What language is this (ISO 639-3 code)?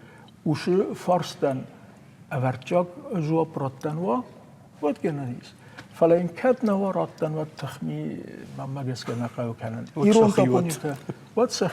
oss